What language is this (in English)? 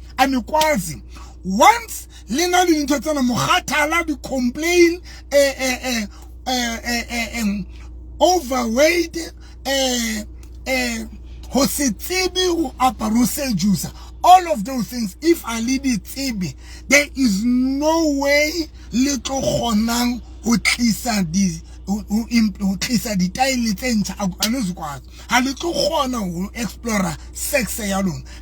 Southern Sotho